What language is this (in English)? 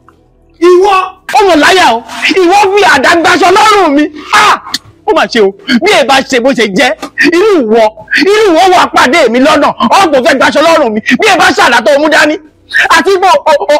Yoruba